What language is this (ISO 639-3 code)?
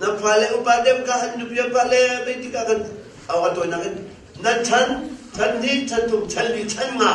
cnh